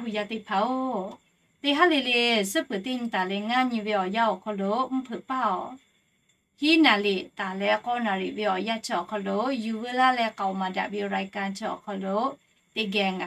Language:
Lahu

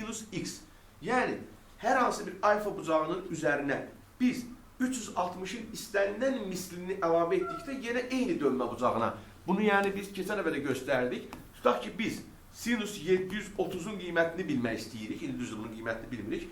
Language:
Azerbaijani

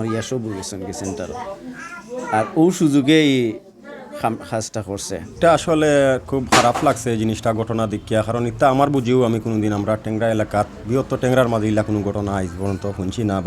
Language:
Sylheti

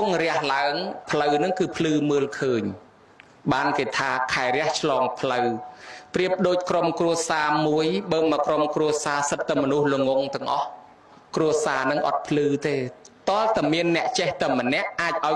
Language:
Khmer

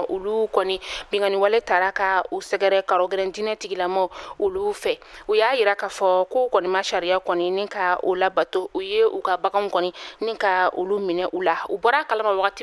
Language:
Bambara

